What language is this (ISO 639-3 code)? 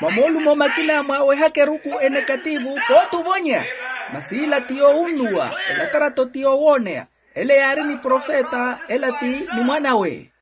vmw